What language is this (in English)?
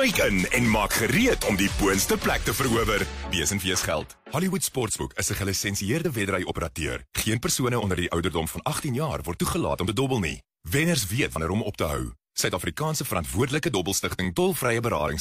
Afrikaans